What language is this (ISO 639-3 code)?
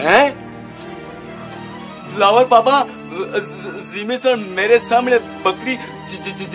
hin